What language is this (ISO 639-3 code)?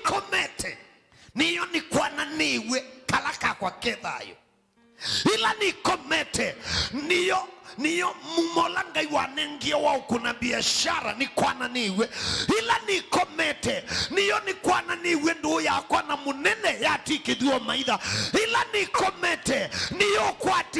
kam